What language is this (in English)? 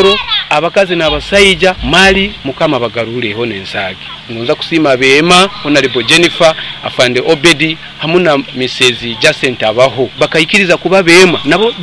Nyoro